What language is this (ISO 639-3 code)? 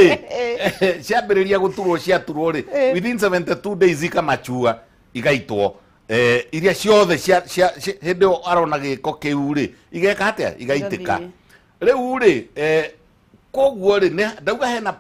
kik